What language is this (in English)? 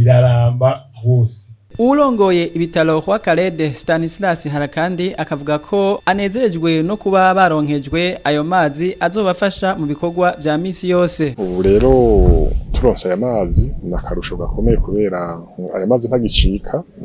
Rundi